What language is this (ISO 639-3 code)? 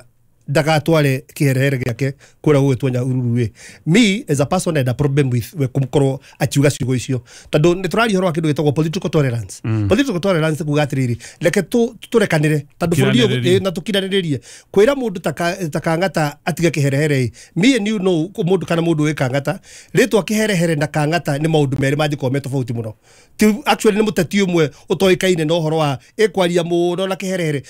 kik